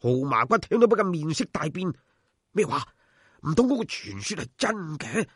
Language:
Cantonese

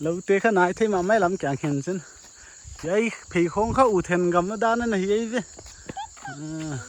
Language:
Paite Chin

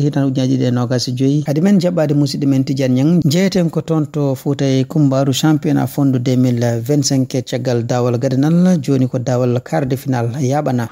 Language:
Fula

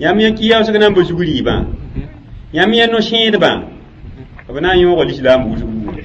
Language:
Mossi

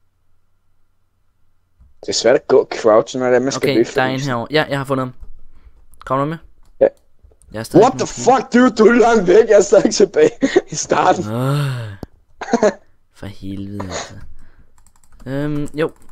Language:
Danish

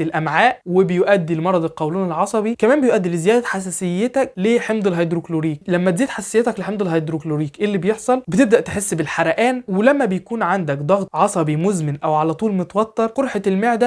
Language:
Egyptian Arabic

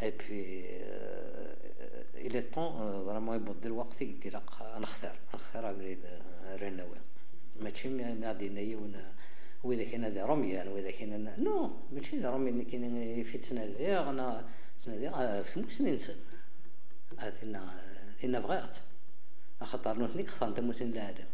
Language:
Kabyle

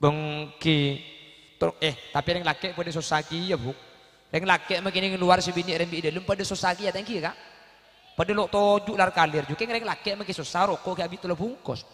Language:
Madurese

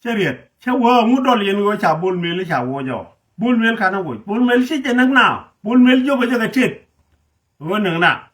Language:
Nuer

